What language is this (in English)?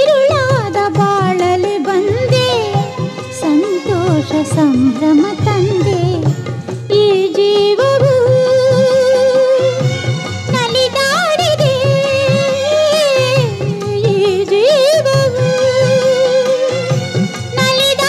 Kannada